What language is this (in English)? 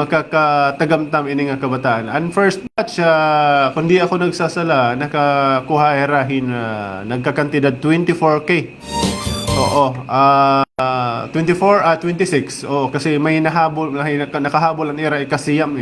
Waray